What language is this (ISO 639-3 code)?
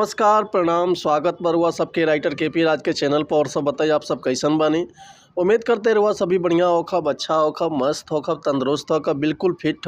bho